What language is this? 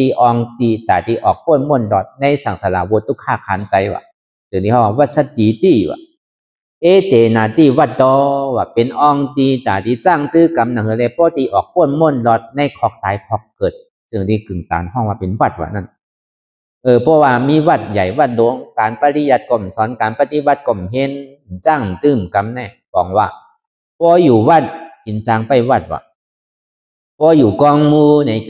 Shan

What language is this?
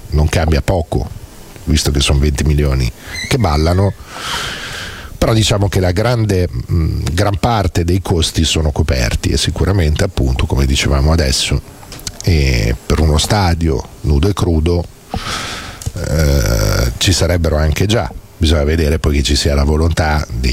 Italian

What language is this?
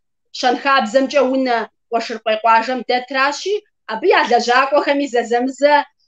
Kabardian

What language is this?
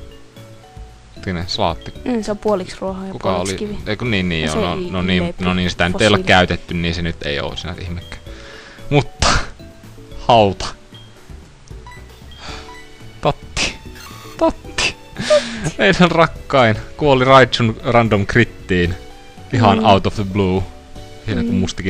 Finnish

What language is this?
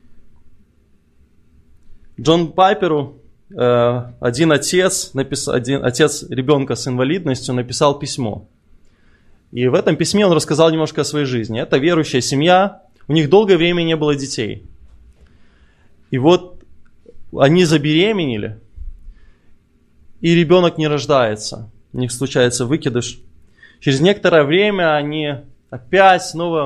Russian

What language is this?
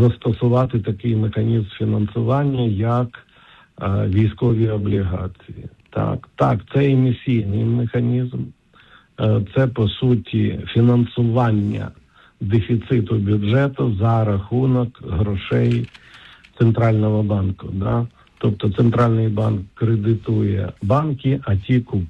Ukrainian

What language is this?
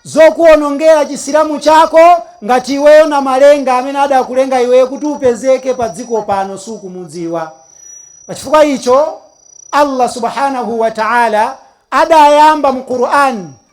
Nyanja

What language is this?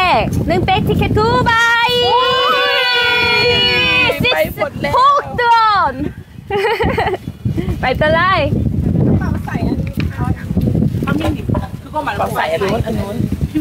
Thai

